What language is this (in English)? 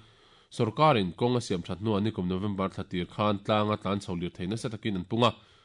Mizo